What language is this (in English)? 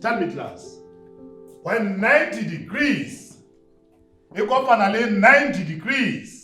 Southern Sotho